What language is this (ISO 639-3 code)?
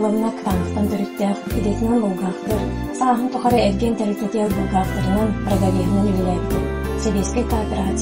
sah